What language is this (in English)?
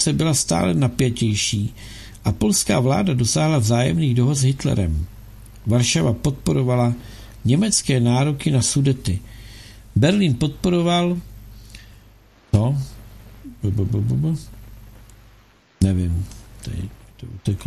Czech